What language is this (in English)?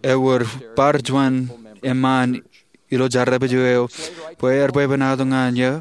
Marshallese